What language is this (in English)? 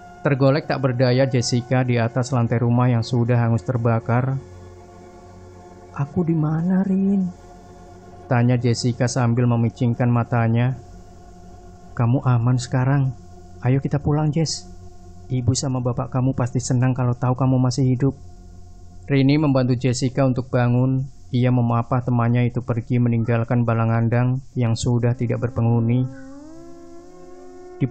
Indonesian